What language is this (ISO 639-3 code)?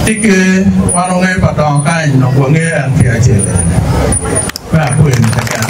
ach